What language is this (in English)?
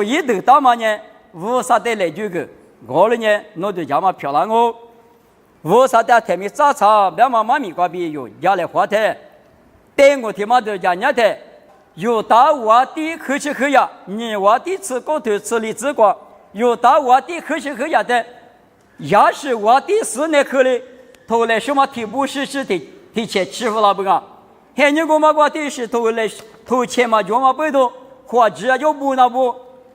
Lisu